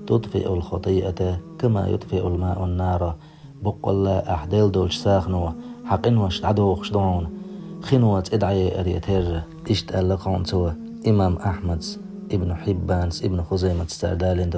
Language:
Chechen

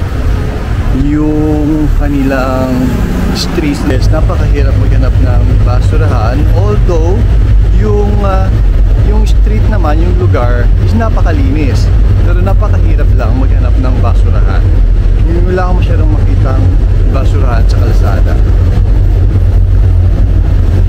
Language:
Filipino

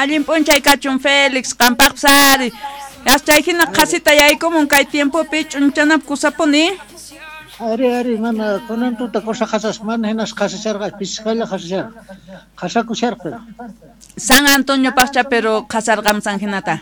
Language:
South Bolivian Quechua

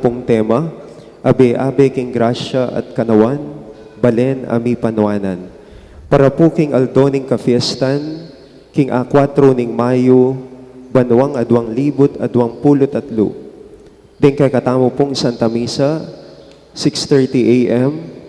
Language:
Pampanga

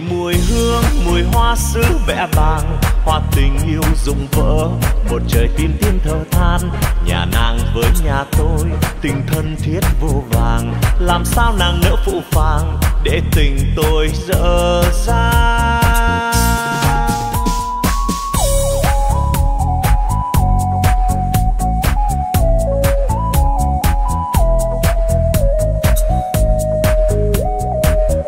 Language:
Vietnamese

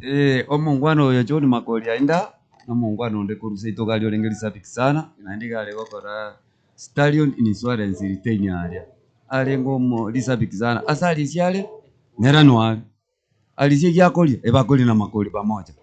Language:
Gusii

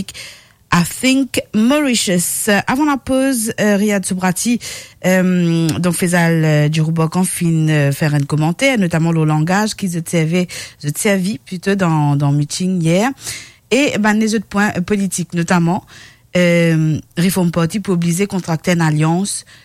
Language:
Morisyen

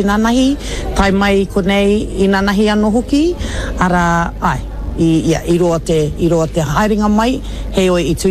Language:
Māori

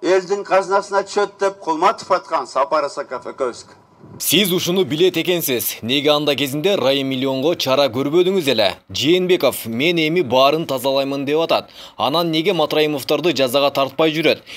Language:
Kyrgyz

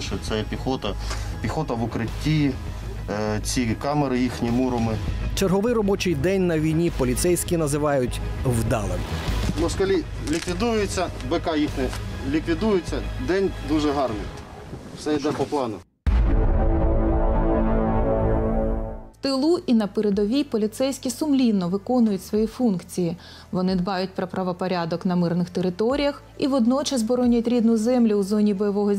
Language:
Ukrainian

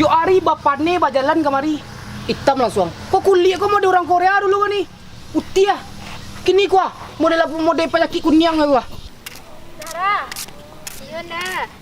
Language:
Minangkabau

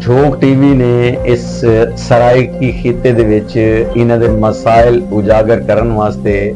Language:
Saraiki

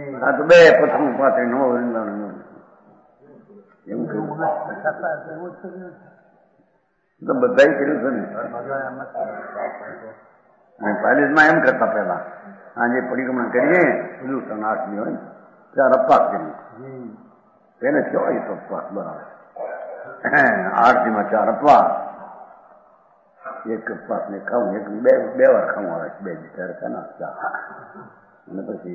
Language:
Gujarati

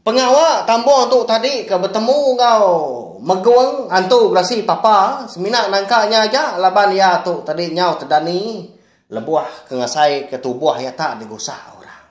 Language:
Iban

